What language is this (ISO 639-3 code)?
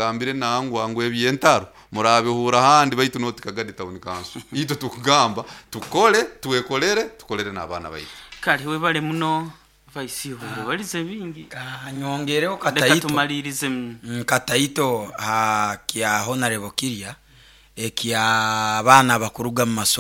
nyo